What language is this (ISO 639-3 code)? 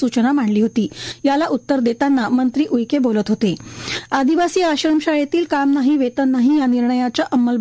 mar